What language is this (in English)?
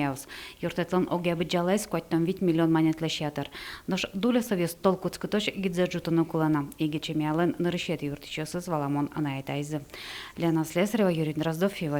Udmurt